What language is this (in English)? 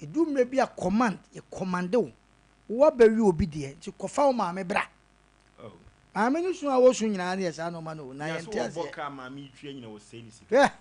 Akan